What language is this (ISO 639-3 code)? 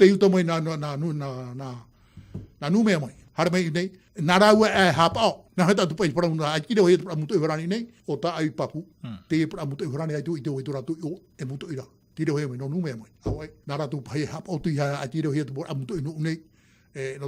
tah